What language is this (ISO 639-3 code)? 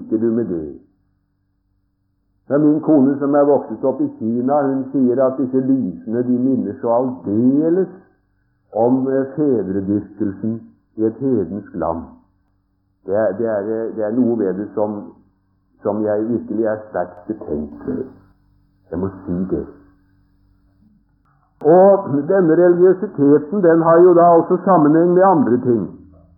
nor